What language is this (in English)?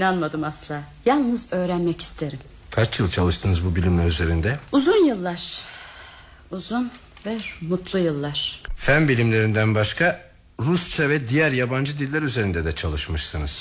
Turkish